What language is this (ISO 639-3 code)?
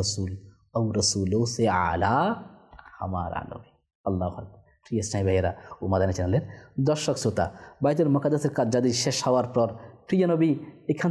ben